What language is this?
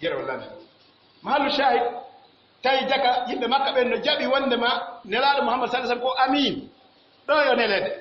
Pular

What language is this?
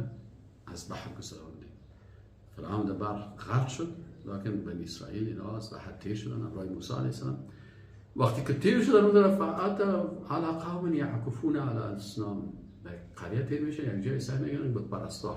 Persian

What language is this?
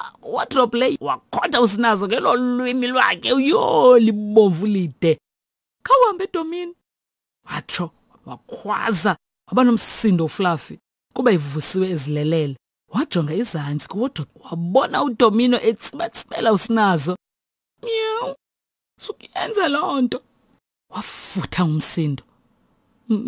Xhosa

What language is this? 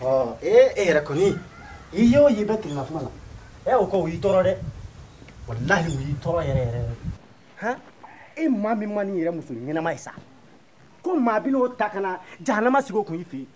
Bambara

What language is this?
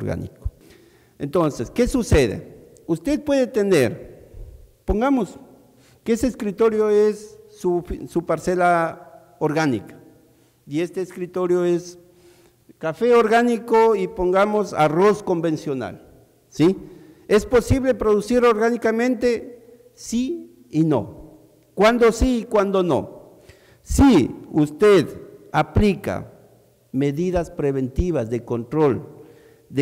Spanish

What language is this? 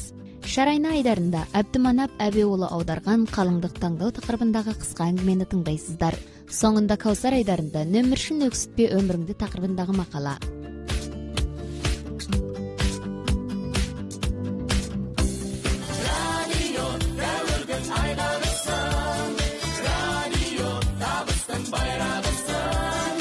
Kazakh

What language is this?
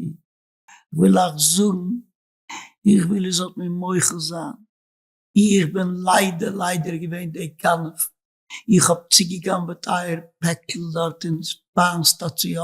Yiddish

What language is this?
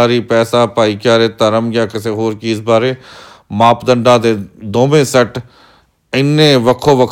Punjabi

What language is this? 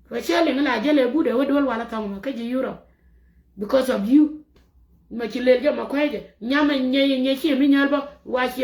Nuer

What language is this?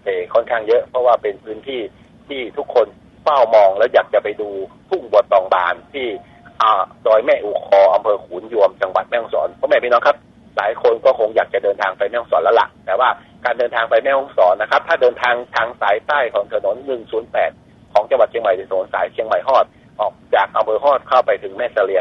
Thai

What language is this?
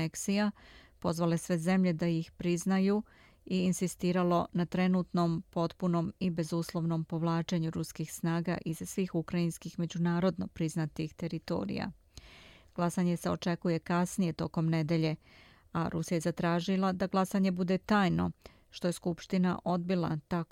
Serbian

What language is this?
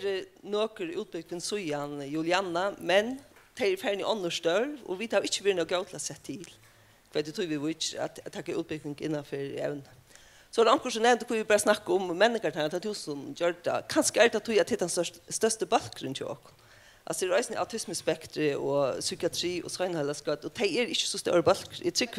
Faroese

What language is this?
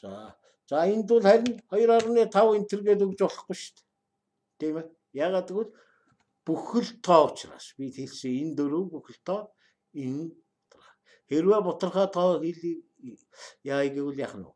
Mongolian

